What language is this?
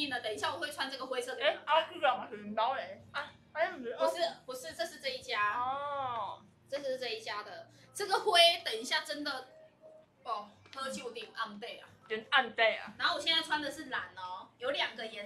Chinese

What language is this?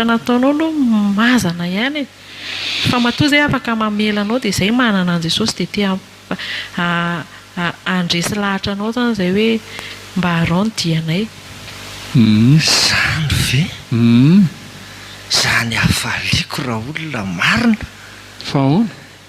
Malagasy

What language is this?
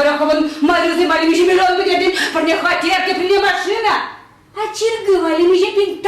Chuvash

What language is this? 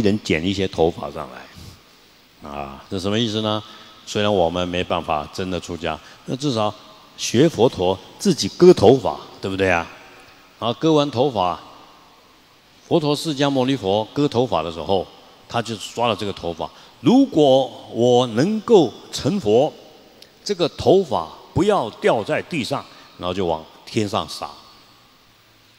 Chinese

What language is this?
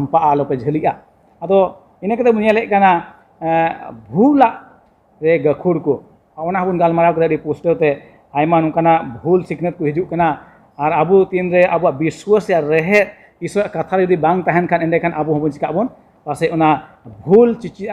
Santali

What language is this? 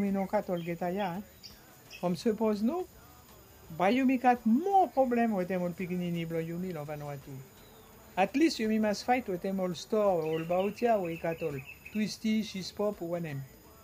Bislama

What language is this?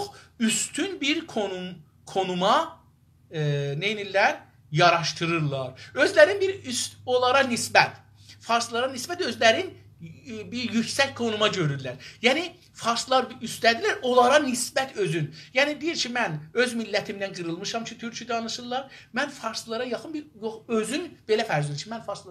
South Azerbaijani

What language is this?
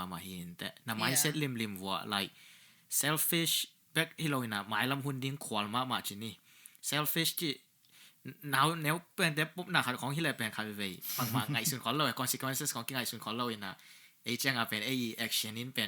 Tedim Chin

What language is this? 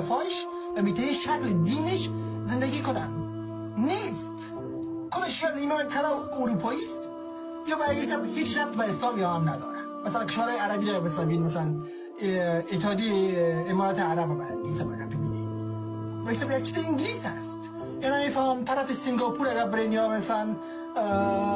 Persian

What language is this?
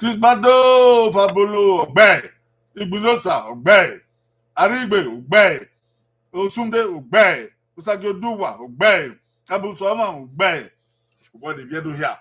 Bini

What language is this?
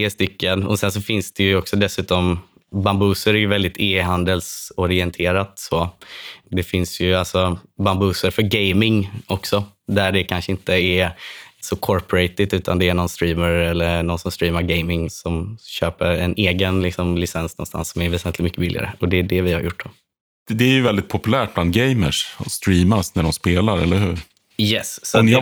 Swedish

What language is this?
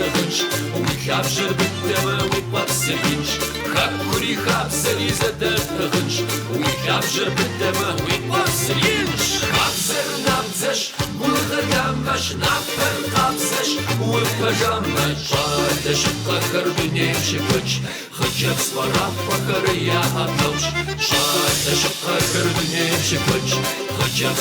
Kabardian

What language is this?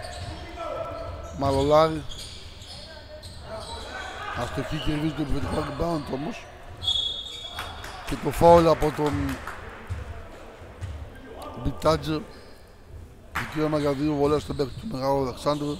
Greek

